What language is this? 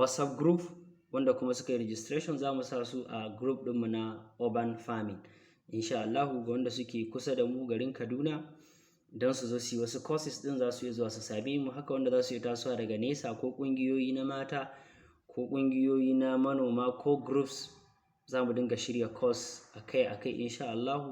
Hausa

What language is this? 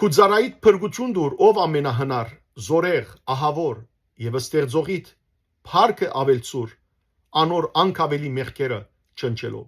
Western Armenian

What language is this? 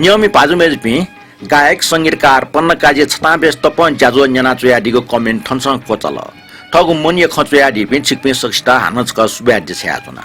Newari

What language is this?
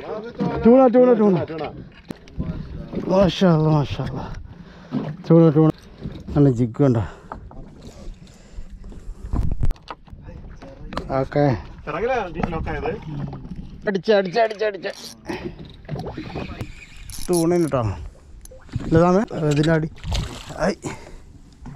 Malayalam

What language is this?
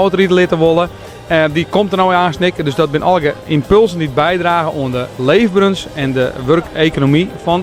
Western Frisian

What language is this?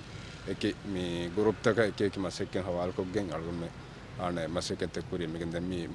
Divehi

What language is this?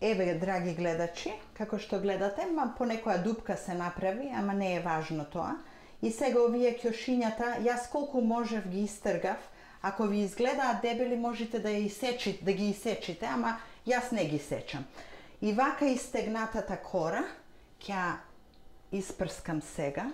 Macedonian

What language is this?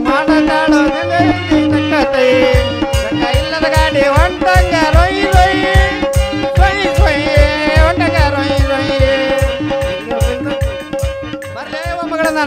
Kannada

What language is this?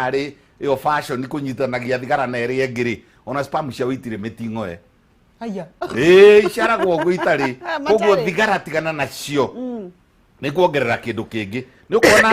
Kikuyu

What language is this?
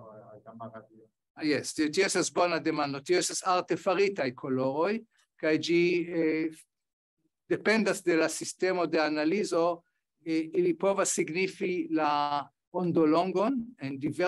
Esperanto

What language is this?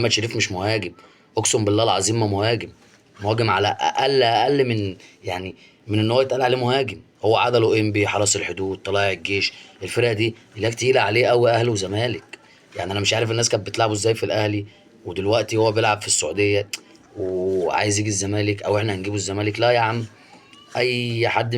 Egyptian Arabic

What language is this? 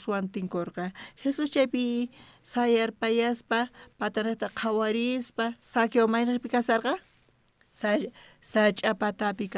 South Bolivian Quechua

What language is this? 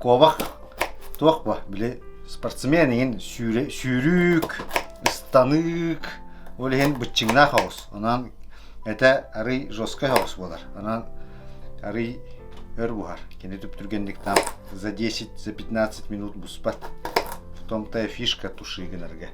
Yakut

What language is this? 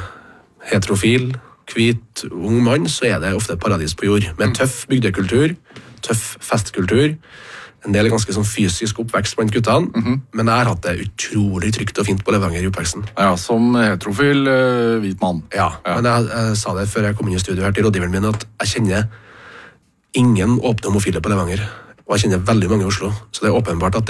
Norwegian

